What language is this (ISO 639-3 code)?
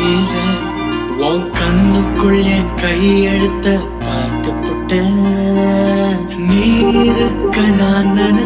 tam